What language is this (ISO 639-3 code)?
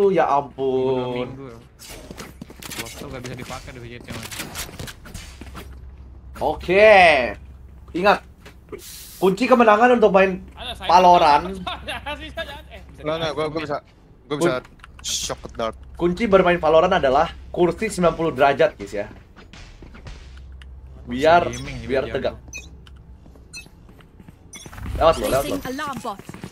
ind